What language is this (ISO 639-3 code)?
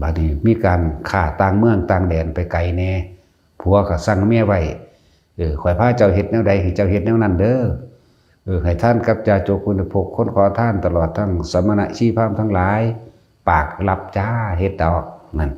lao